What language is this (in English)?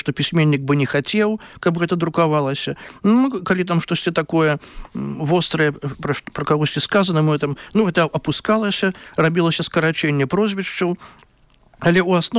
Belarusian